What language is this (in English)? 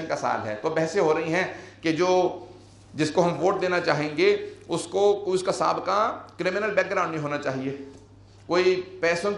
Urdu